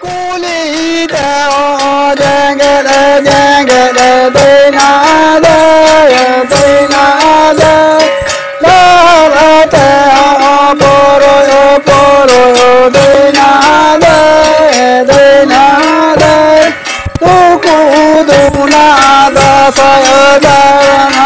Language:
Santali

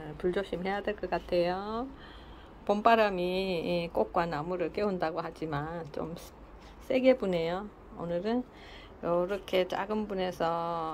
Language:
Korean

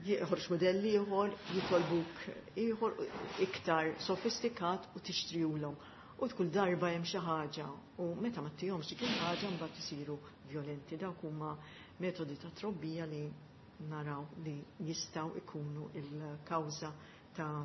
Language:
Maltese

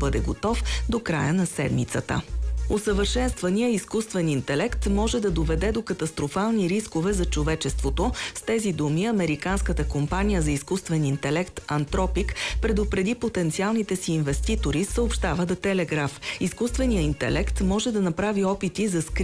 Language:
Bulgarian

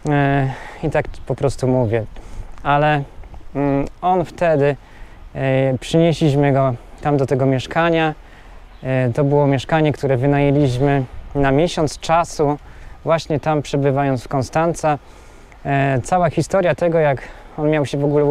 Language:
Polish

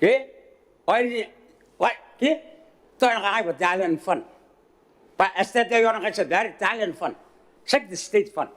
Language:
Gilbertese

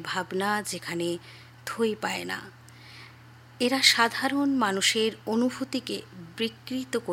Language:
Bangla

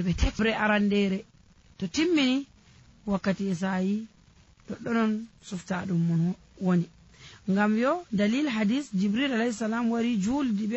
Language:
Nigerian Fulfulde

